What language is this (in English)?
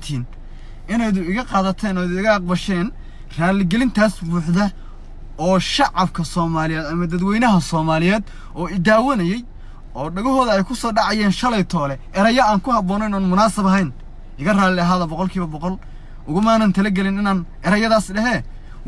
Somali